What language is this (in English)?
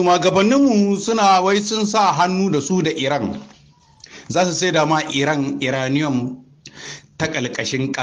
Hausa